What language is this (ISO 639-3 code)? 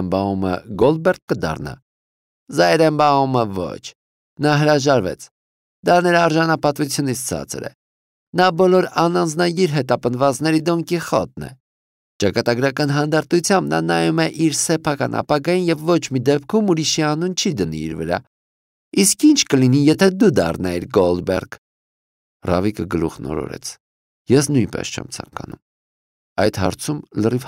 hye